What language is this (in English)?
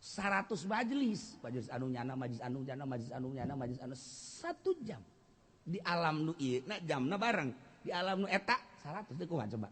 Sundanese